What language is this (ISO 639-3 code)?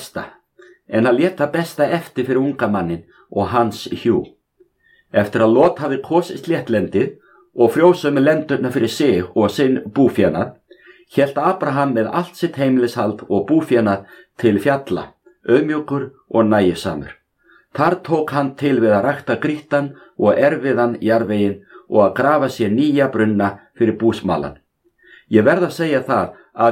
isl